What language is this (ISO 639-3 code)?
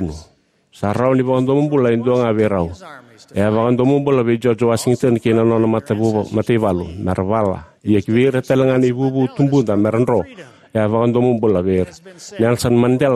fij